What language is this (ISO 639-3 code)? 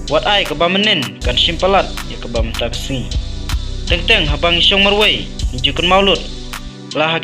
kha